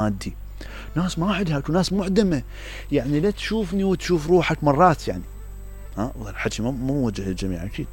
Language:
Mesopotamian Arabic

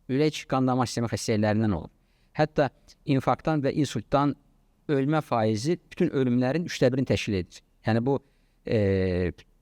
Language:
Azerbaijani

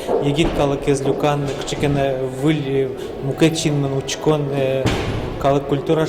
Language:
Udmurt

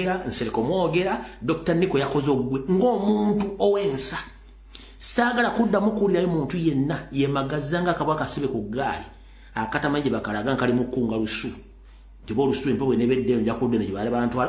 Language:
Ganda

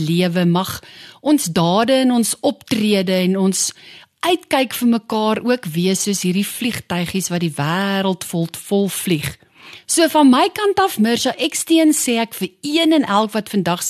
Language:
Afrikaans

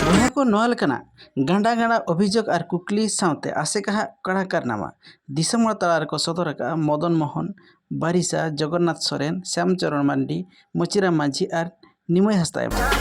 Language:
Santali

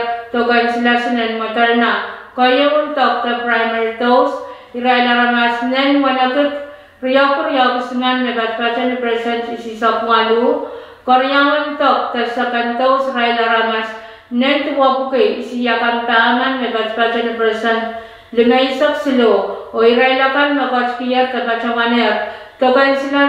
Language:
Pohnpeian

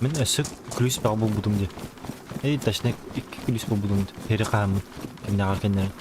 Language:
Yakut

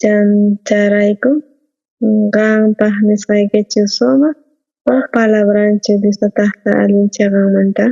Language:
South Bolivian Quechua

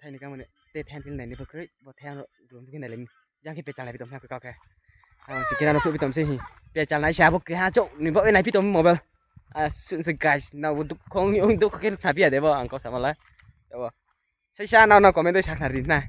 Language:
Riang (India)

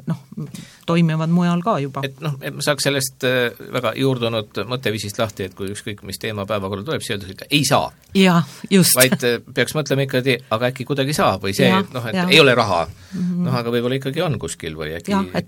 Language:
Estonian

